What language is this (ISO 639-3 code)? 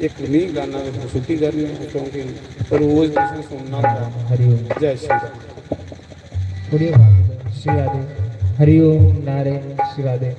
doi